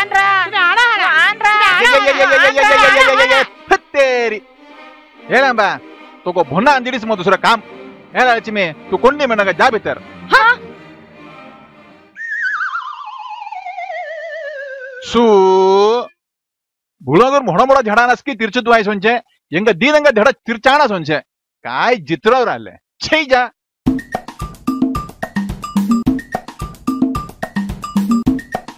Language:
Saurashtra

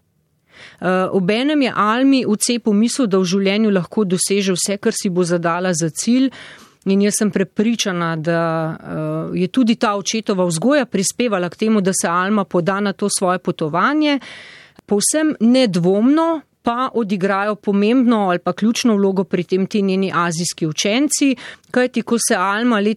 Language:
Slovenian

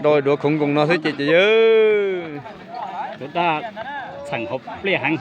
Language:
Hmong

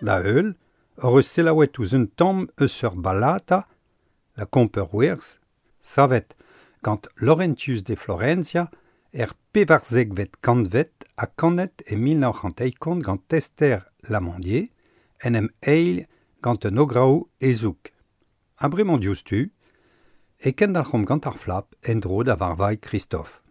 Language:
Breton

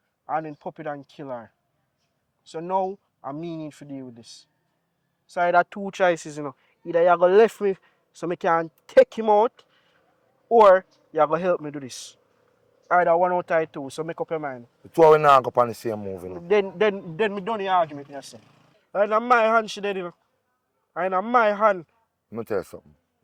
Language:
Jamaican Creole English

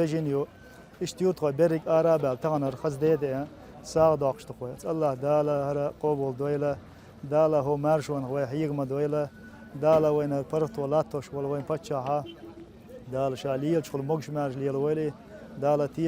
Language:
Chechen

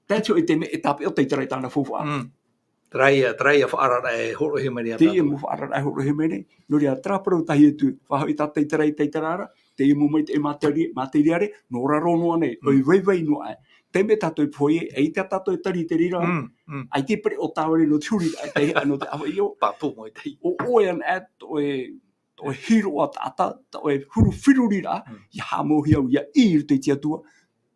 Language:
Tahitian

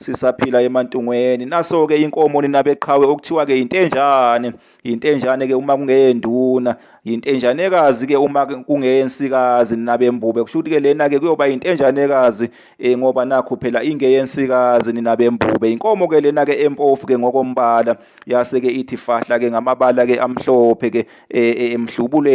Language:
Zulu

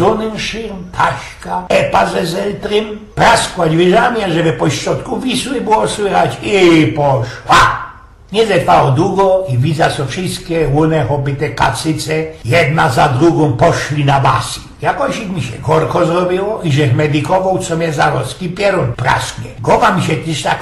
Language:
Silesian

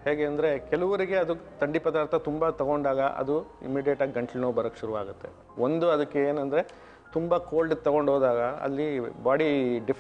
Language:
Kannada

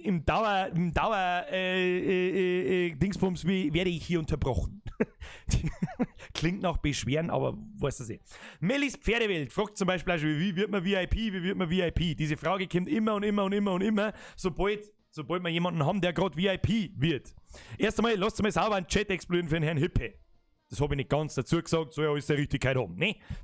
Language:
Bavarian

